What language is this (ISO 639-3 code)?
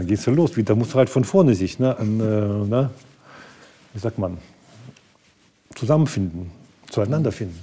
deu